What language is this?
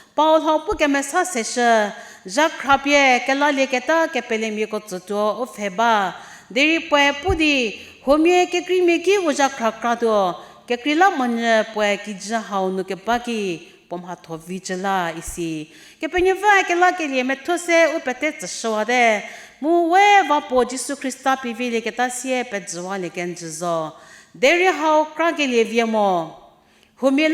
Angami Naga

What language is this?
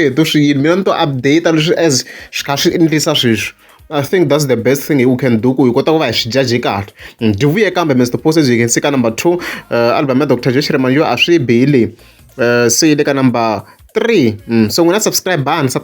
Tsonga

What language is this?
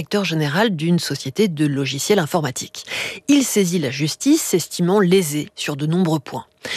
French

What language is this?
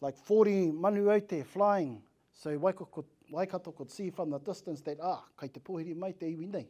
Māori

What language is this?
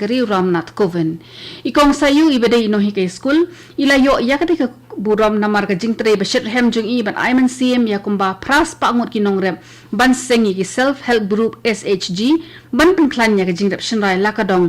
Khasi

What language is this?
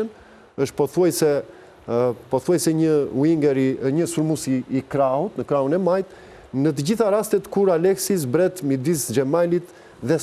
Albanian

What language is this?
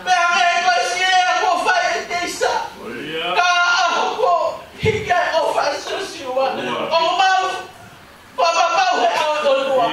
Tongan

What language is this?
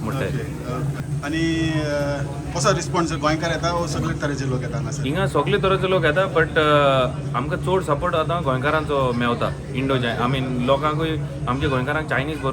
Konkani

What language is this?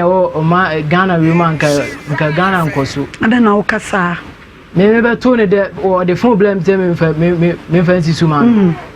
Akan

